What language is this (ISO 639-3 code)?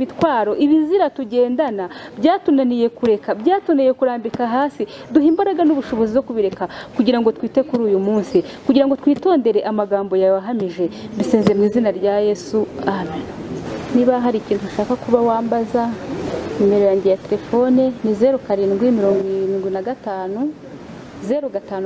kin